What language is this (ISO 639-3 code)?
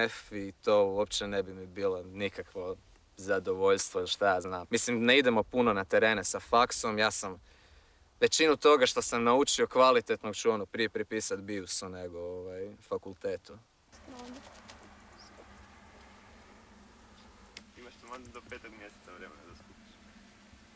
hrv